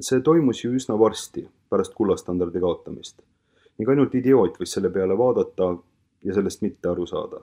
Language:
Estonian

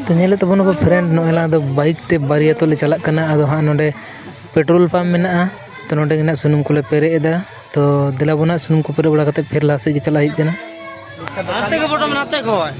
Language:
Santali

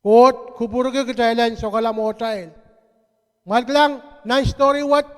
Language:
Pohnpeian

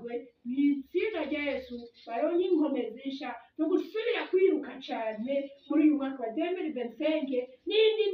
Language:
Rundi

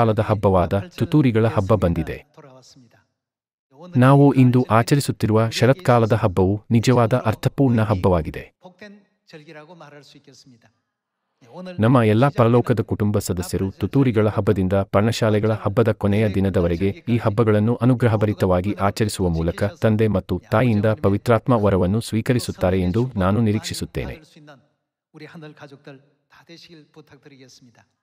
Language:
Kannada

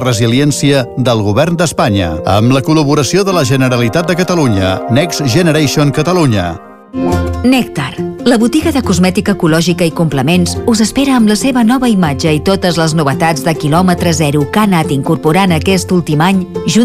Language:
Catalan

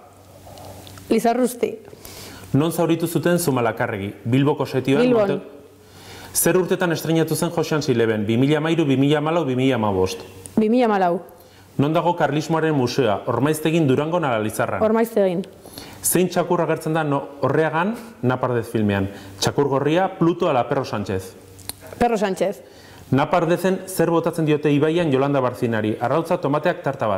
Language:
Basque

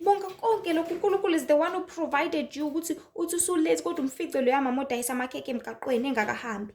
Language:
Zulu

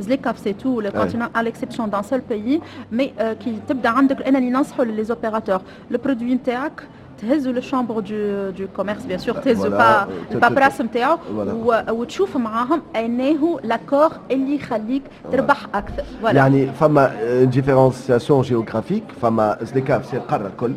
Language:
Tunisian Arabic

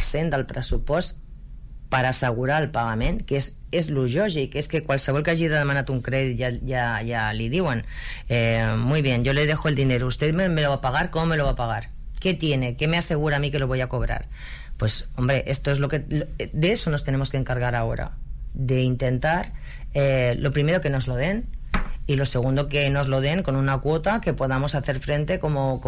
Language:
Catalan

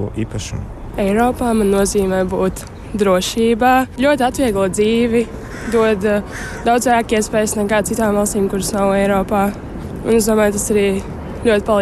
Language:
Latvian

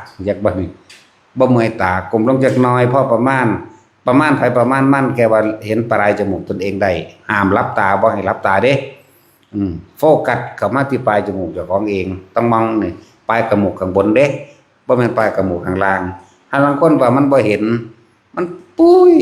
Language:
Northeastern Thai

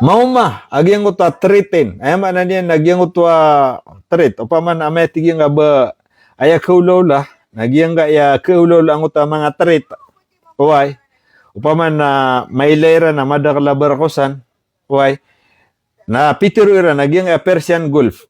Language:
Maranao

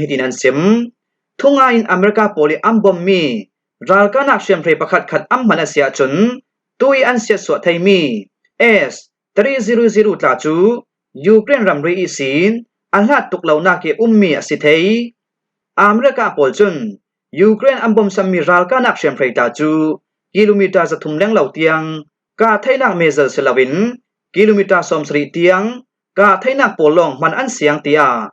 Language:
Falam Chin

